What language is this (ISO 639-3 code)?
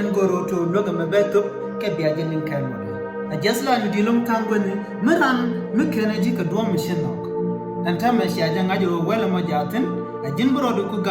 nus